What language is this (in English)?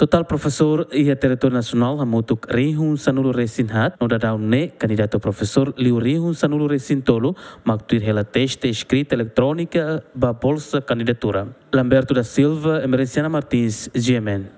Tetum